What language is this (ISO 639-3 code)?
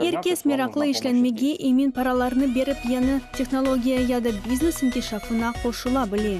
crh